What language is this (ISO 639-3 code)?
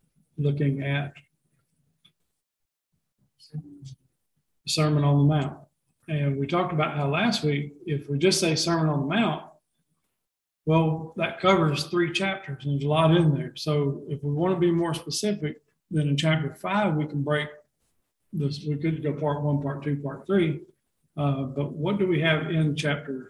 eng